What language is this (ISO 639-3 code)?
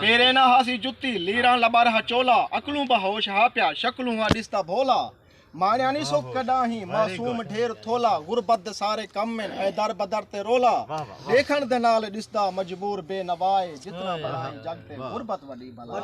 skr